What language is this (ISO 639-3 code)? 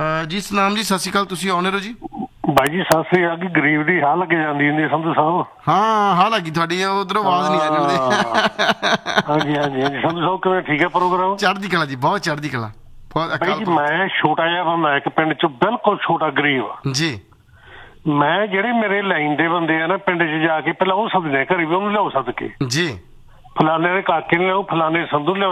pan